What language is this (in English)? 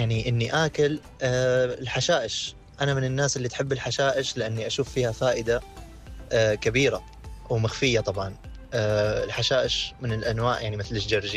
Najdi Arabic